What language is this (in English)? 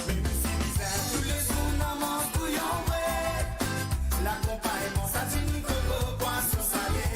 Morisyen